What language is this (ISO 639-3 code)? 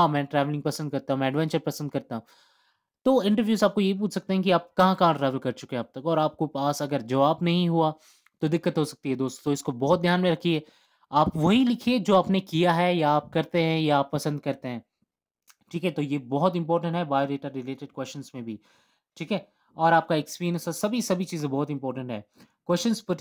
hin